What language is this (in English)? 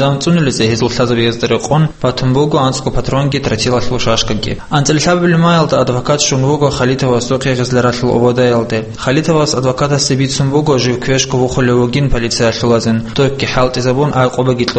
Avaric